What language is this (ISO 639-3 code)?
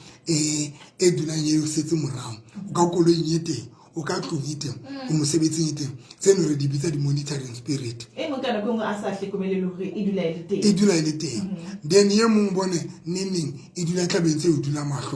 sot